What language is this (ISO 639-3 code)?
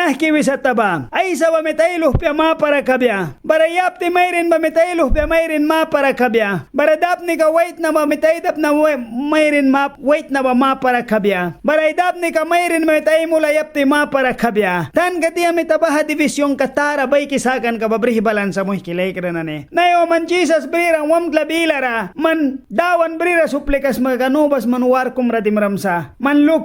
miq